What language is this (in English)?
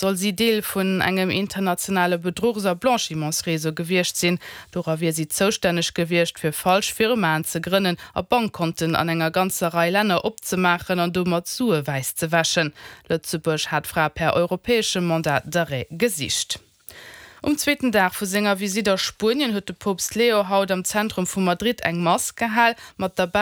Luxembourgish